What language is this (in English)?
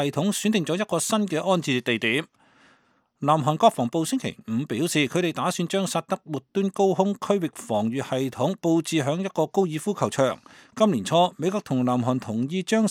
Cantonese